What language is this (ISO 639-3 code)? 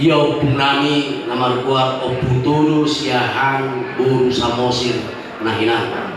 bbc